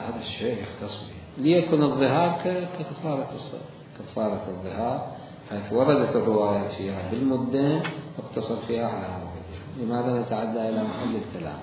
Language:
Mesopotamian Arabic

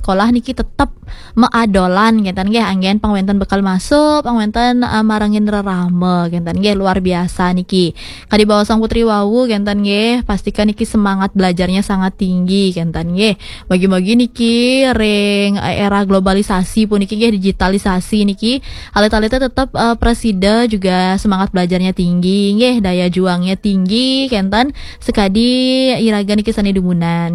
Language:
Balinese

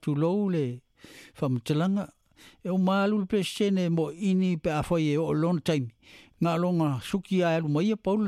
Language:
Samoan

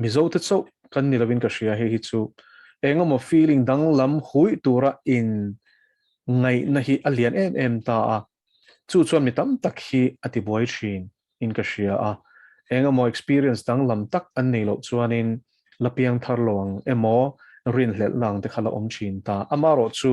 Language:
Mizo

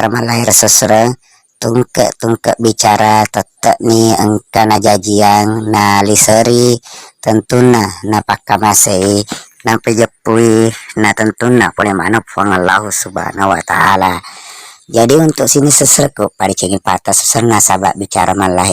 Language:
Buginese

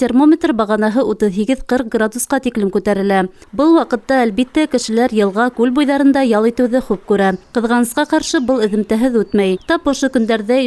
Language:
Bashkir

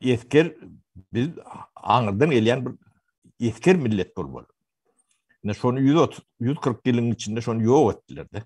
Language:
Turkmen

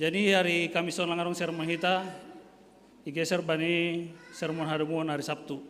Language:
Batak Simalungun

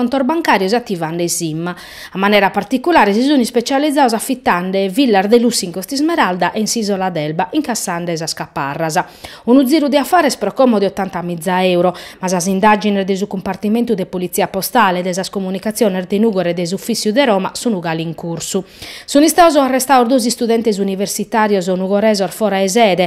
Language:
Sardinian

